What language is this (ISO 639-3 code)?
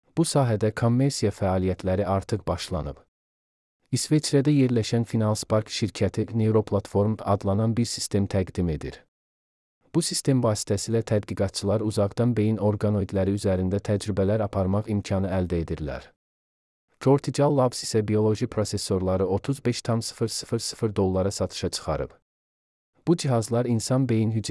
aze